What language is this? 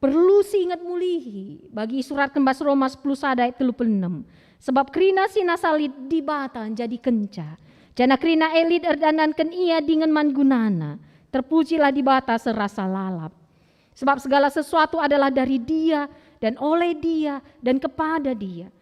Batak Karo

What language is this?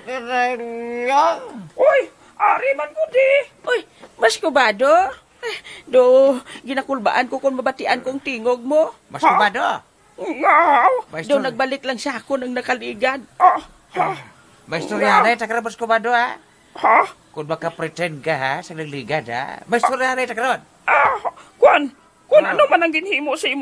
Hiligaynon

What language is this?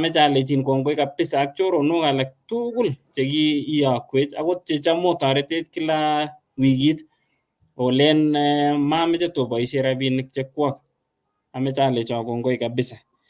Kalenjin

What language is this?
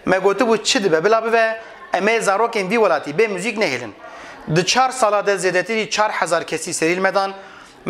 Kurdish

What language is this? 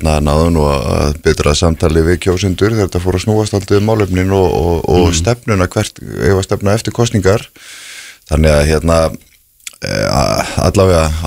Icelandic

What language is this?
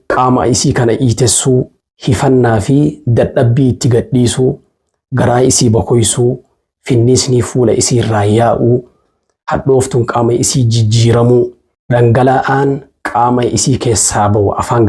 Oromo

